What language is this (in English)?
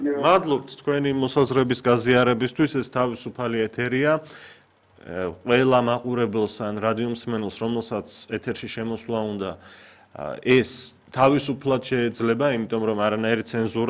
Georgian